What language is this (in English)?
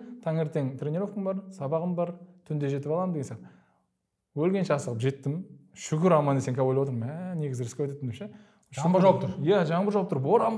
Kazakh